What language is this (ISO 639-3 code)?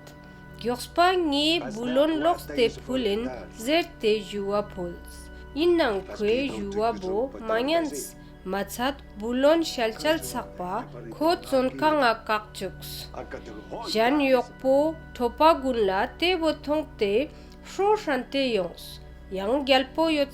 lbj